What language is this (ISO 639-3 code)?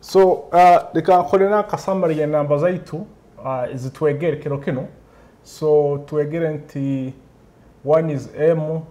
nyo